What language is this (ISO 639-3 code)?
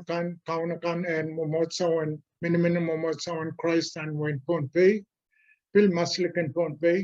pon